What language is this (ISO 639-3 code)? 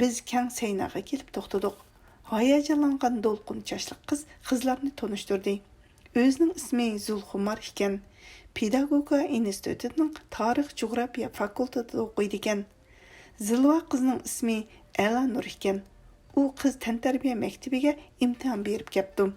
uig